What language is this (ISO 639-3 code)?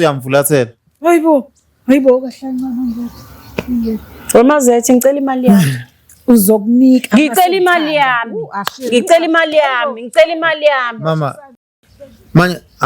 zul